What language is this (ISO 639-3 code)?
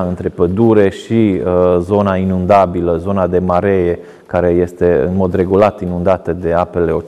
ron